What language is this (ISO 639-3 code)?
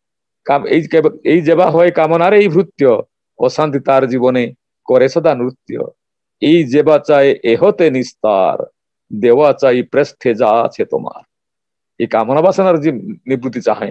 ori